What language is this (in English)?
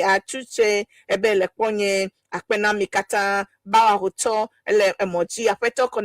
Ewe